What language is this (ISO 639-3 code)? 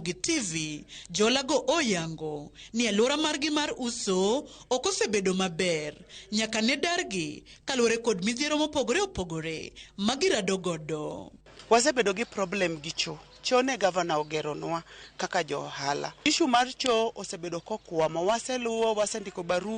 luo